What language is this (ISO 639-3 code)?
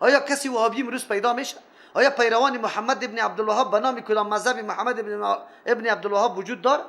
fas